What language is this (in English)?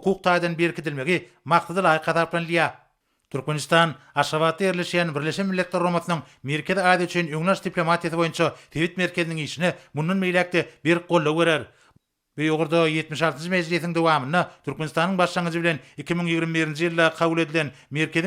Turkmen